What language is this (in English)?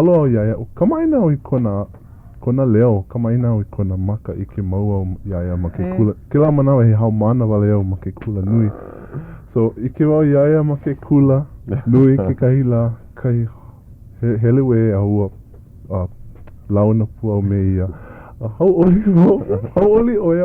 Hawaiian